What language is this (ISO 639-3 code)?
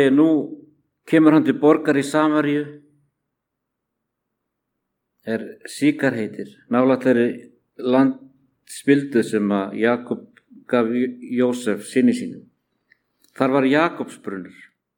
isl